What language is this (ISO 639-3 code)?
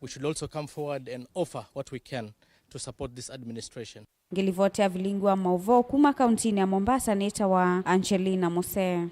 kam